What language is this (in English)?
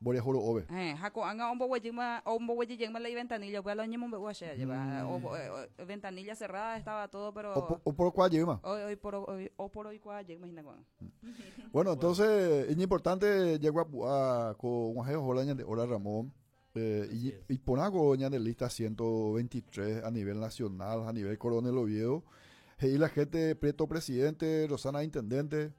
Guarani